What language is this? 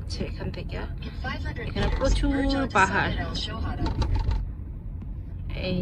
Bangla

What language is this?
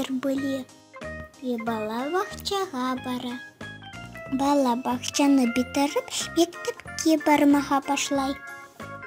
Crimean Tatar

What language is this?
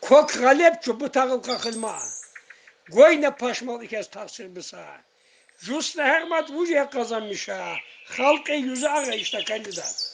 Tsakhur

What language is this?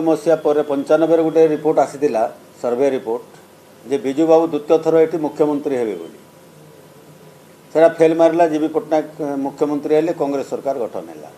Odia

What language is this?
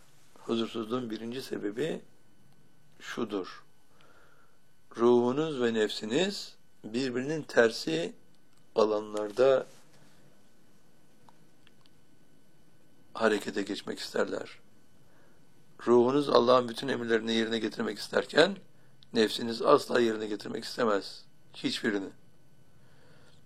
Turkish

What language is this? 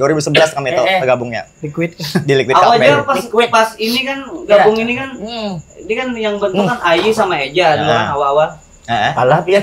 Banjar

